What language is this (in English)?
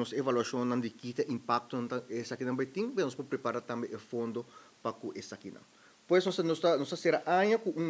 Papiamento